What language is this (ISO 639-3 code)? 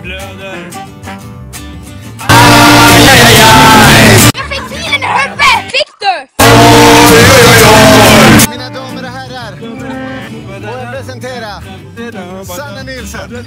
swe